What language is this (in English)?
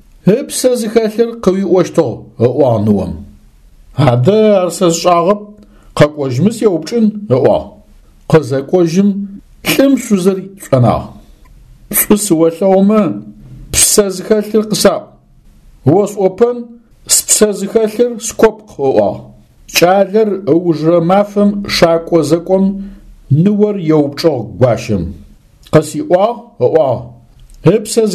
Adyghe